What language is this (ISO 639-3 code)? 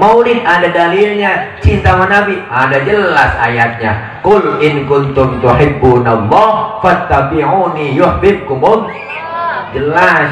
bew